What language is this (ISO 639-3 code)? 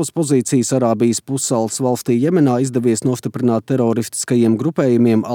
lav